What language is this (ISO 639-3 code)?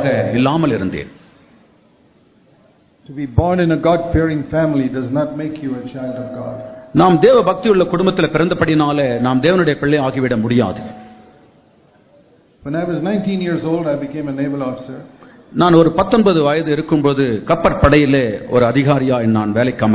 tam